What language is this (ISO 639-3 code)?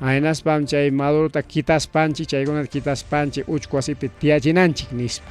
quy